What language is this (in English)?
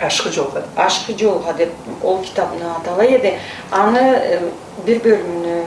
Karachay-Balkar